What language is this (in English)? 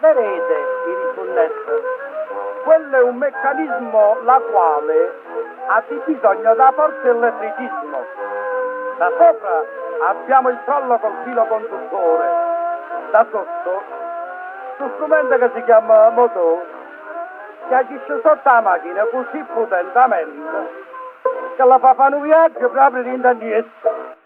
Neapolitan